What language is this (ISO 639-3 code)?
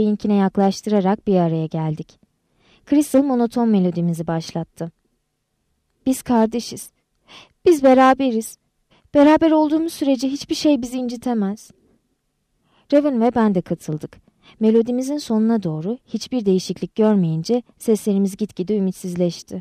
tur